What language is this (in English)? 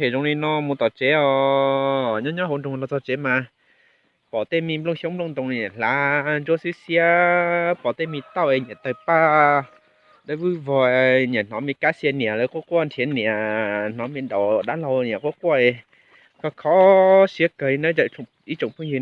Hmong